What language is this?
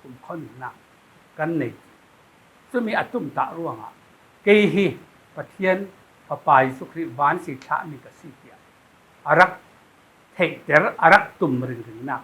Falam Chin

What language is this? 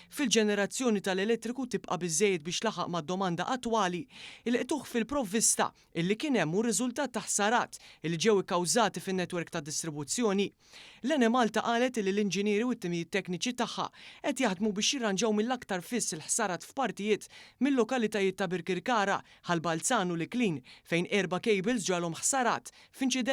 Maltese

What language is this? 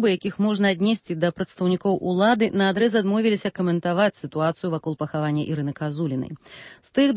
Belarusian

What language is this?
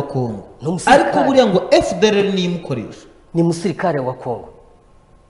Kinyarwanda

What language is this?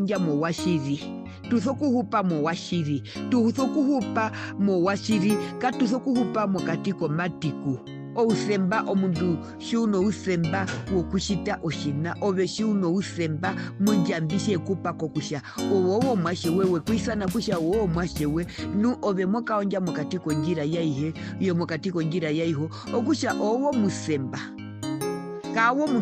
Herero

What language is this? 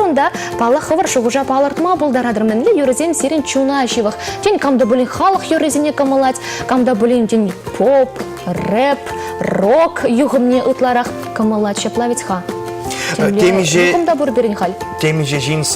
Chuvash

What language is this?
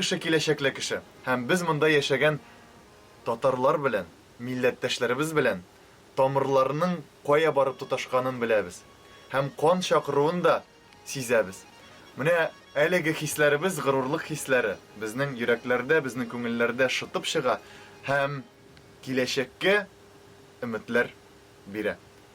Tatar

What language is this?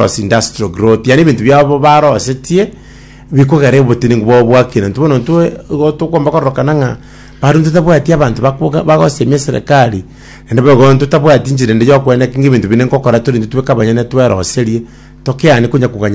Gusii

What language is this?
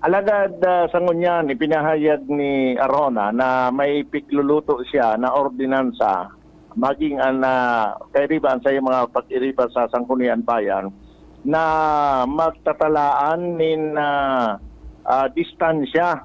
Bikol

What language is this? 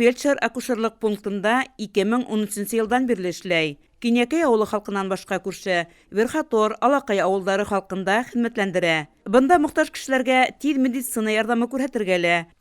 Bashkir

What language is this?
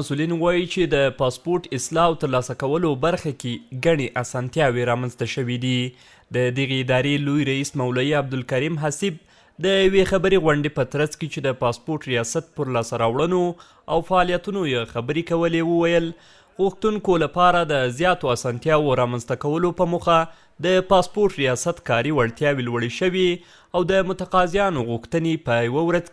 Pashto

